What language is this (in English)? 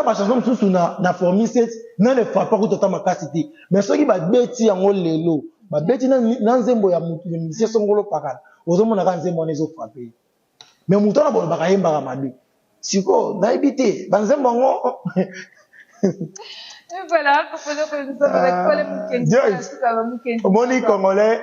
Lingala